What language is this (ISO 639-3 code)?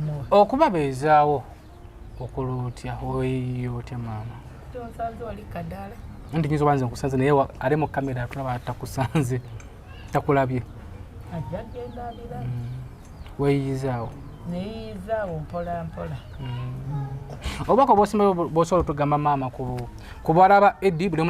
lug